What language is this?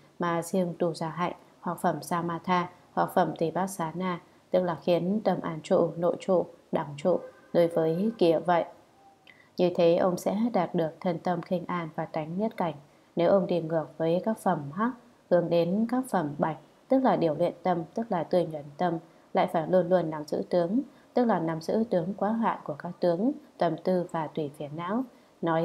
Vietnamese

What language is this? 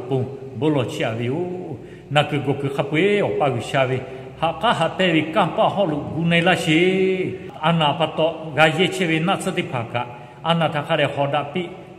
Lahu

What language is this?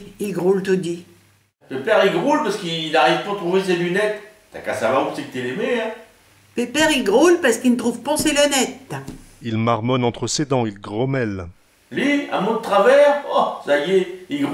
Picard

